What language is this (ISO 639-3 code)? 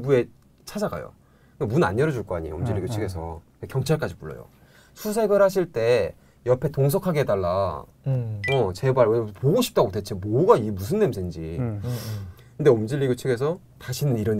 kor